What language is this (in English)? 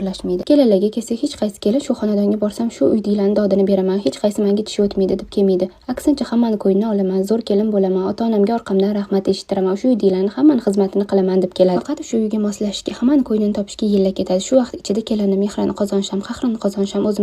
Uzbek